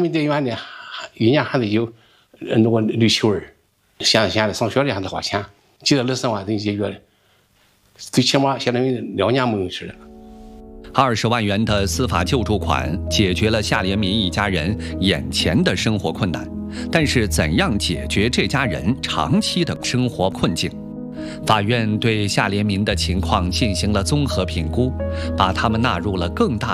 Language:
Chinese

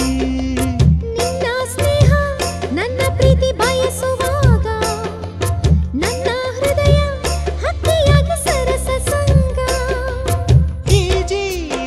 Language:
Kannada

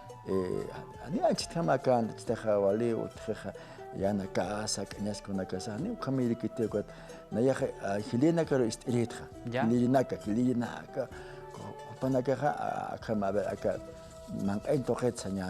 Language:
Aymara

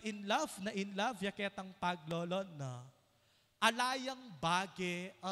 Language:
Pampanga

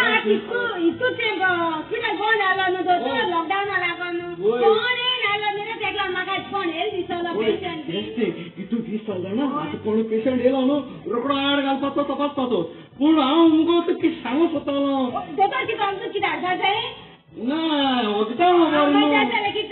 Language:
Konkani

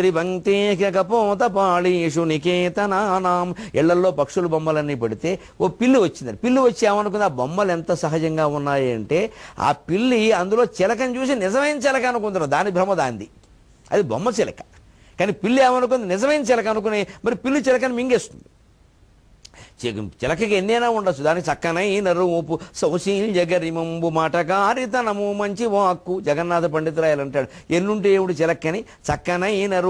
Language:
Telugu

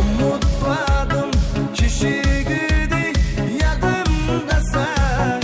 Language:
Kara-Kalpak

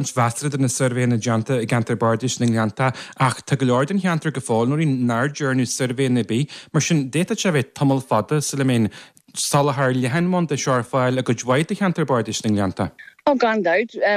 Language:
Irish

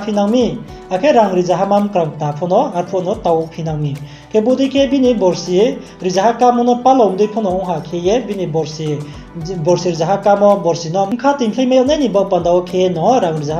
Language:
Riang (India)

